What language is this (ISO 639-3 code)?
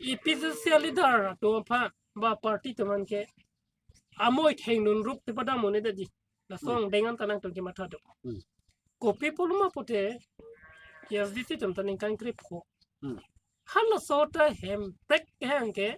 mjw